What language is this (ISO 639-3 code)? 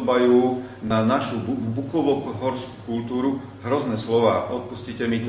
slk